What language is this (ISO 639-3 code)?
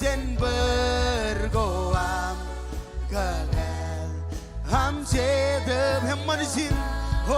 mah